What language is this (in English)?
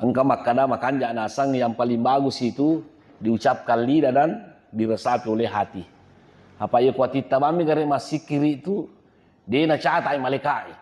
Buginese